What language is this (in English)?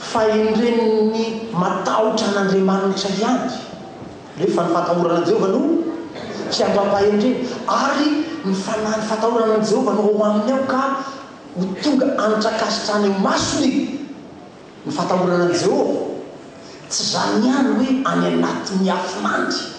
Malagasy